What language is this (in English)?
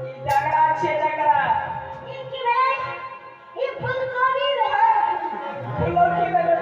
Maithili